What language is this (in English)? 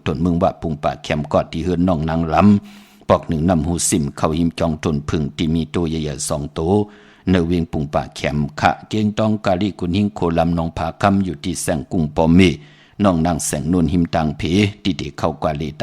Shan